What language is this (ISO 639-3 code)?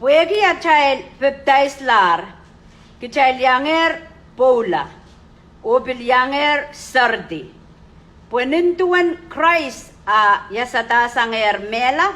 pon